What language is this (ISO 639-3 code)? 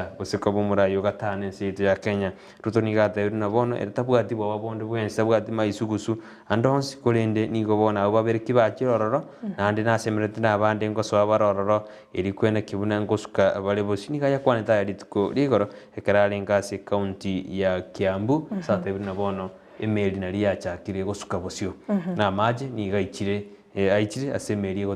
guz